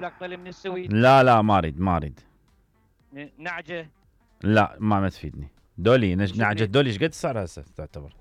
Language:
Mesopotamian Arabic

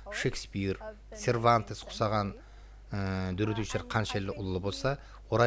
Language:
Kara-Kalpak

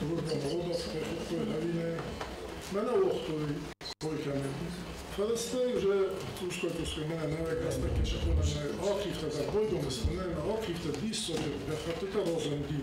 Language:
Ossetic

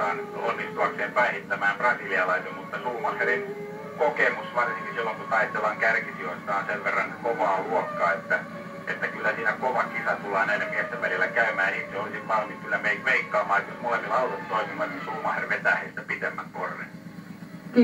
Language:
Finnish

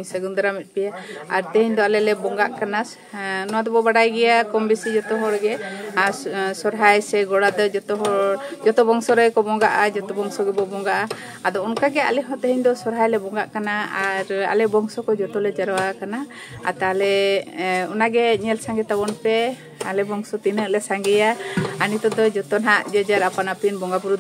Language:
Santali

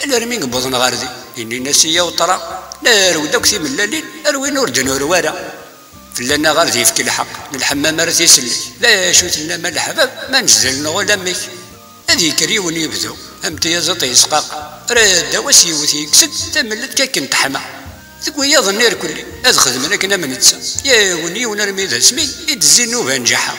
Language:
Kabyle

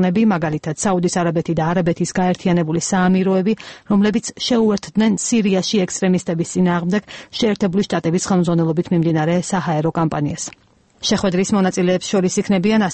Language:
Georgian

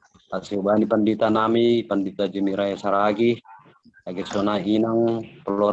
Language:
Batak Simalungun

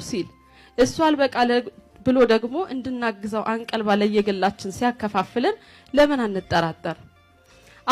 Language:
Amharic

